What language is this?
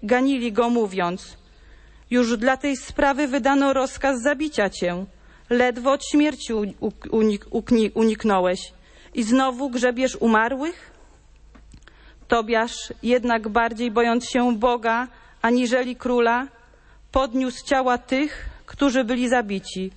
Polish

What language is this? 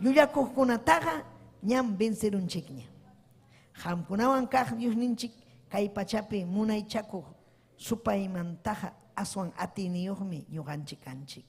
Ayacucho Quechua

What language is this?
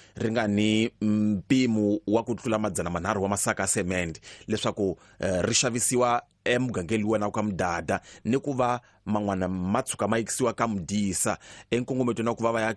Tsonga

